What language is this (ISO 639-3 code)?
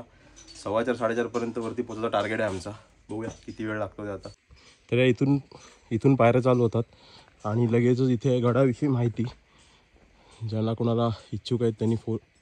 mar